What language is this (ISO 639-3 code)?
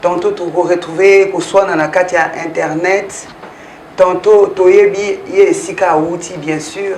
lin